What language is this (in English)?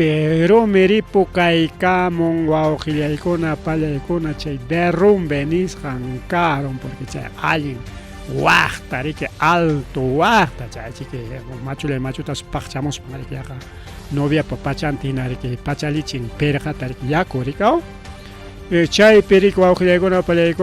Ayacucho Quechua